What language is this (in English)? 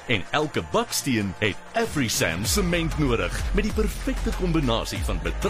Afrikaans